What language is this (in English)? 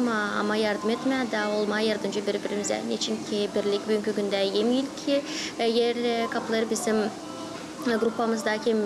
Gagauz